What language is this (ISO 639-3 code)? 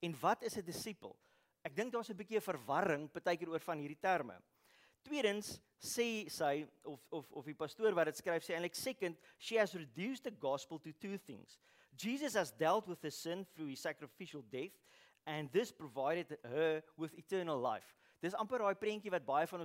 afr